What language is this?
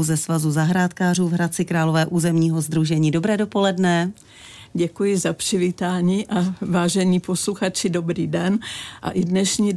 Czech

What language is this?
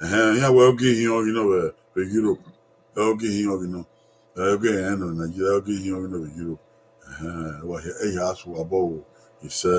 Bini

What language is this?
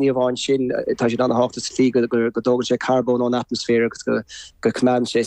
Irish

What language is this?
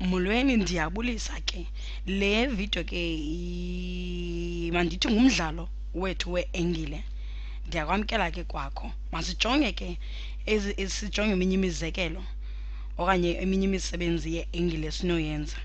Xhosa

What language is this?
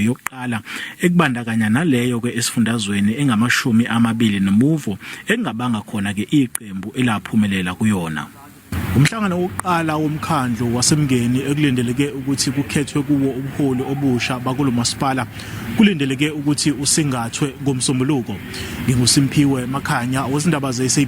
Zulu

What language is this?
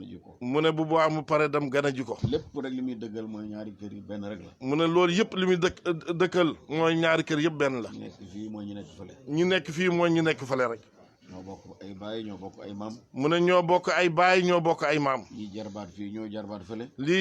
Wolof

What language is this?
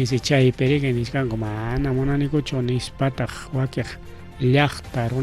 Ayacucho Quechua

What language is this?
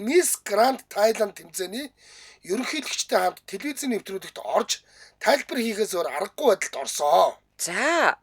Mongolian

